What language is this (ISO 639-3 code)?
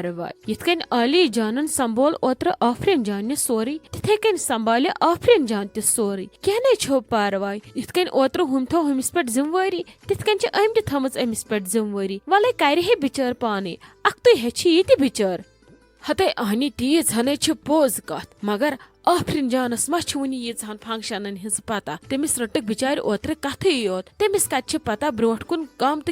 kas